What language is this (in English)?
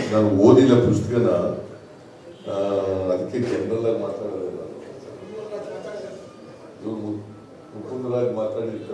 Kannada